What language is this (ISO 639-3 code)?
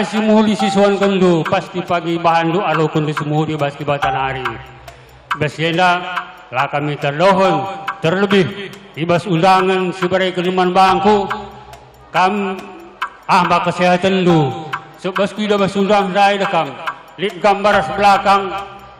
btx